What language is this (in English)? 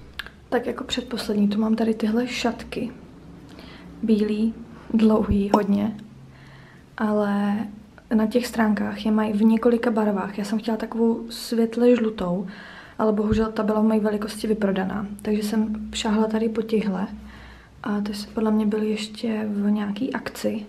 Czech